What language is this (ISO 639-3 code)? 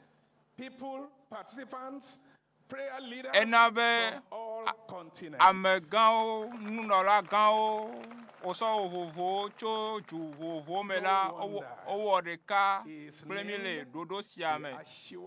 ewe